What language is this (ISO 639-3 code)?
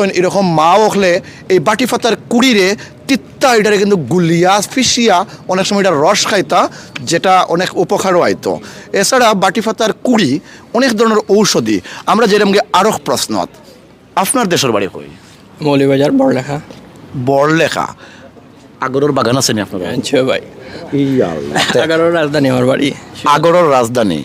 syl